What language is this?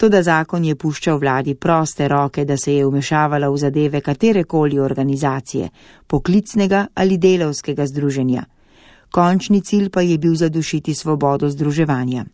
Slovenian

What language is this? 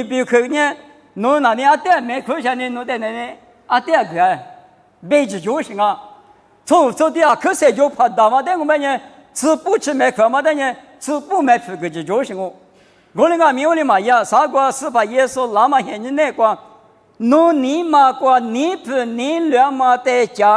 Lisu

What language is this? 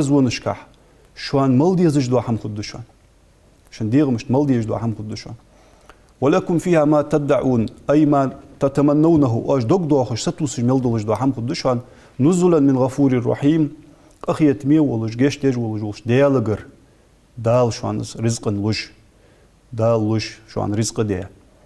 Ingush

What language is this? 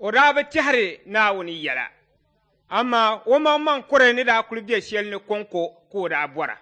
Dagbani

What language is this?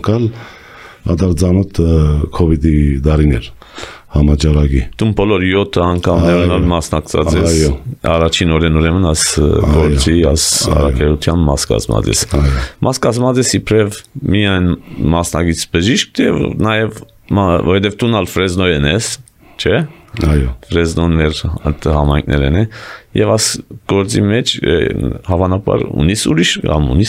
Armenian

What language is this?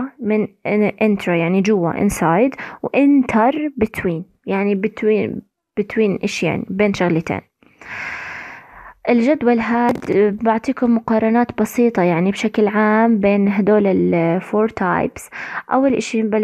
South Levantine Arabic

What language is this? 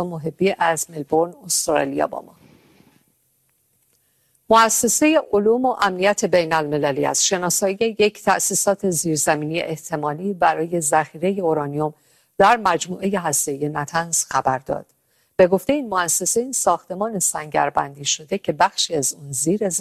Persian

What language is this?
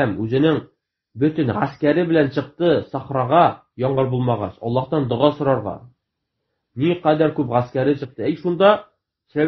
Tatar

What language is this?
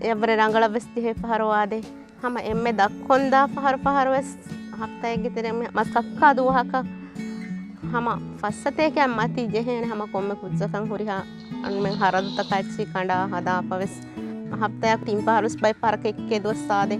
Divehi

